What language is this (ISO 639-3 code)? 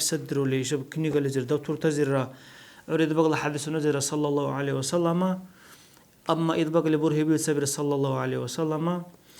dar